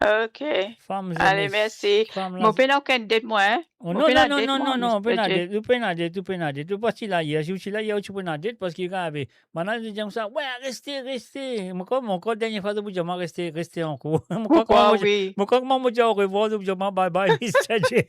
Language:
Morisyen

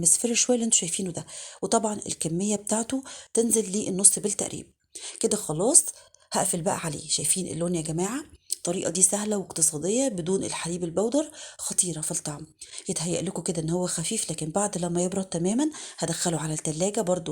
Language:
Egyptian Arabic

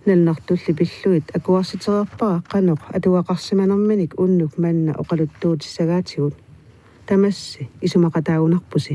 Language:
Kalaallisut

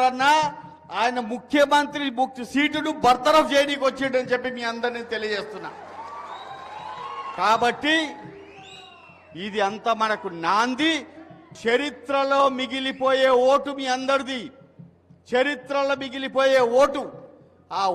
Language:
Telugu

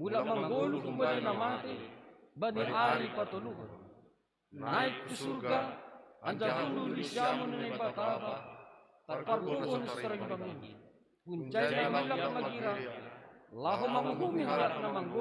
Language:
Batak Simalungun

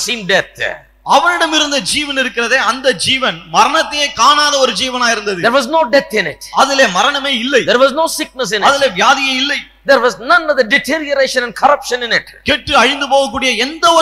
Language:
Tamil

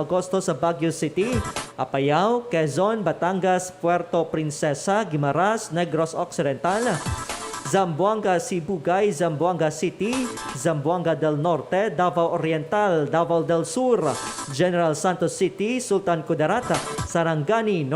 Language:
Hiligaynon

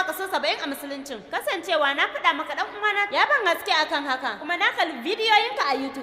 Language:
Hausa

